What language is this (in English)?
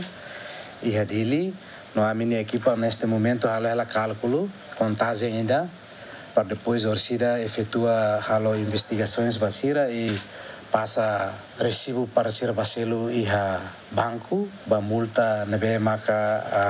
Tetum